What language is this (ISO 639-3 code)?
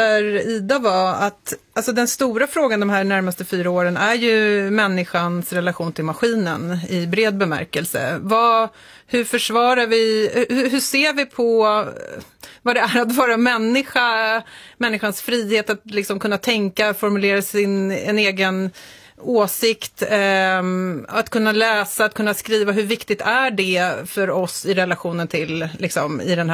swe